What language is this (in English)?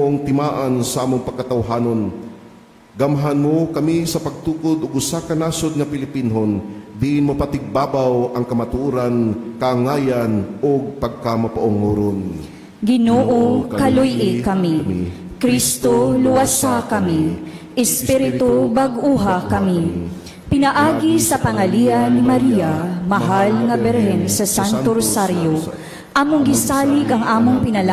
Cebuano